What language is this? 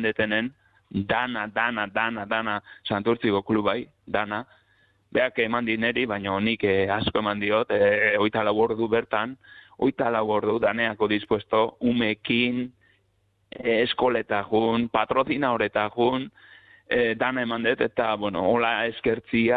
Basque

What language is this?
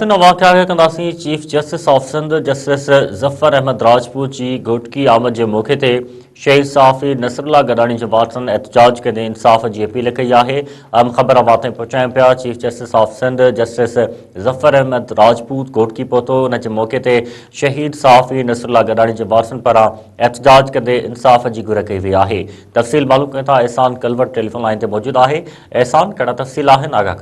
Sindhi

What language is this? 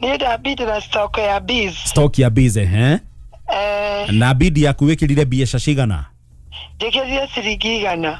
Kikuyu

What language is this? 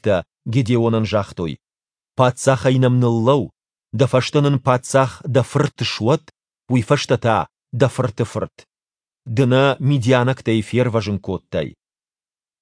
Ossetic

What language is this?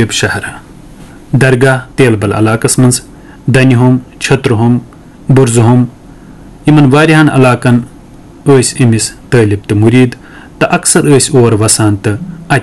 Kashmiri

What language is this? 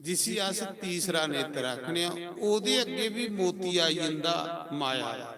Dogri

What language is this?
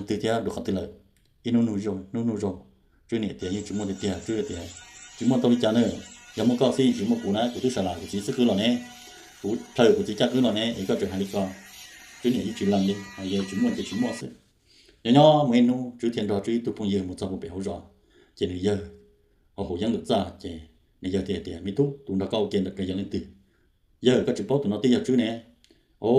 Hmong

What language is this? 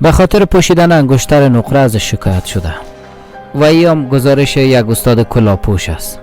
Persian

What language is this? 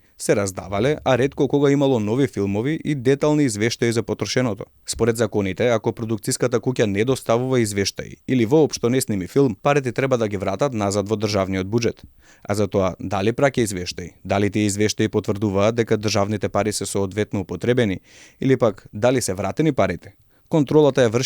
Macedonian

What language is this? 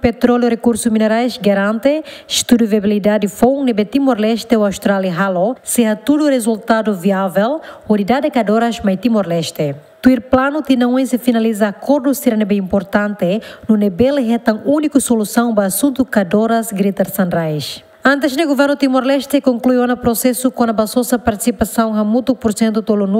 Tetum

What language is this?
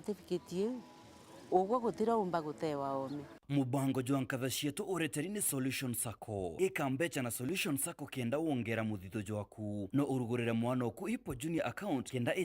Meru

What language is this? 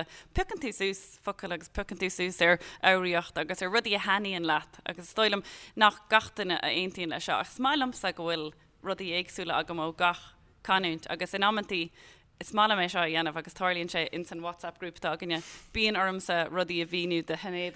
Irish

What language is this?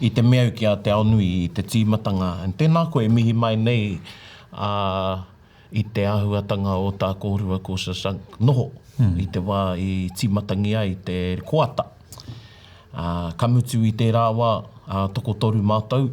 Māori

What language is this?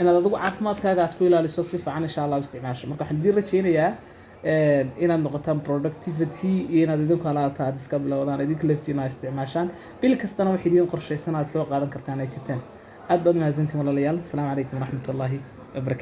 Somali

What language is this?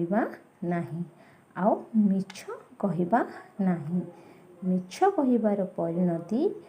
Odia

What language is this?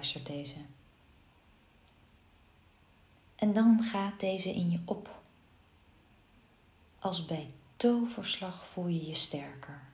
Dutch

